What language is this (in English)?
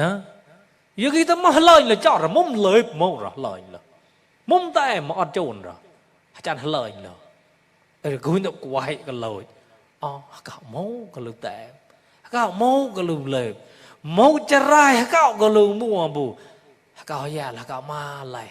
Mon